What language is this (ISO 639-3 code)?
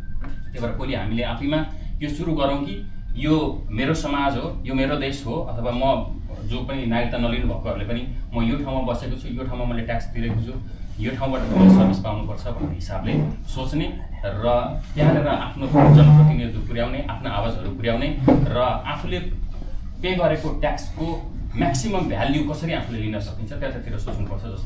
nep